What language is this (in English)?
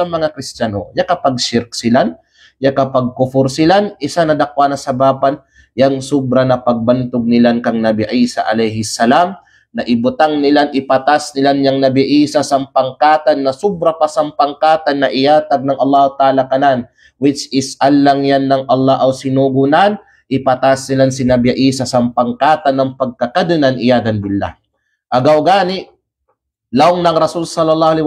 Kalagan